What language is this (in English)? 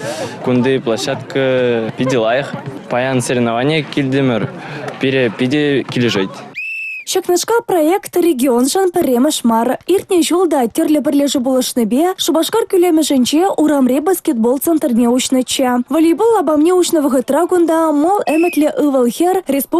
Chuvash